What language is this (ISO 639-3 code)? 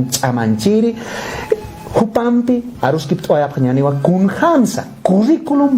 aym